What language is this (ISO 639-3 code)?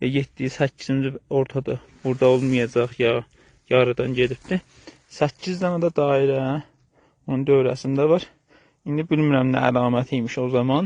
azb